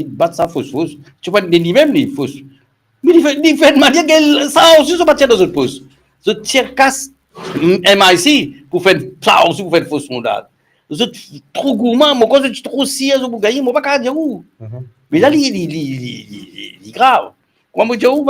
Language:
Morisyen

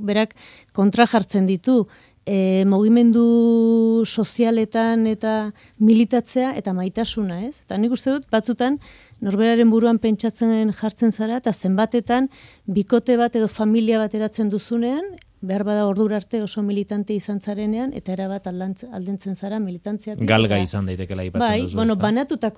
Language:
Basque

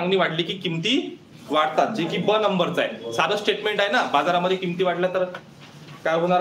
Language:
Marathi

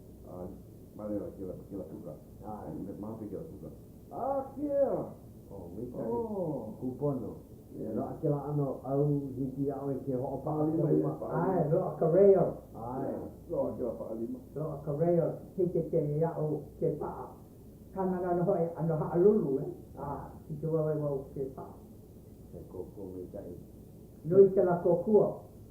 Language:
Hawaiian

